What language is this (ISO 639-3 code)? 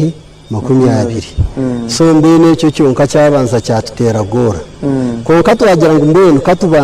nyn